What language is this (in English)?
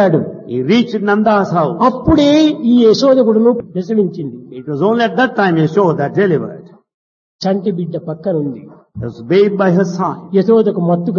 Telugu